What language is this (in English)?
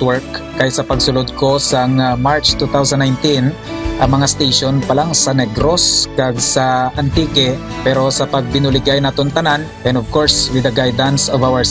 Hiligaynon